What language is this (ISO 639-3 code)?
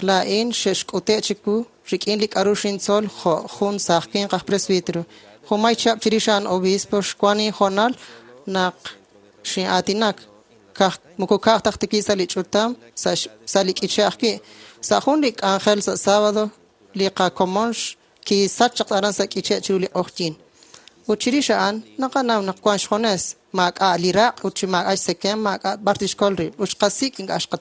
kek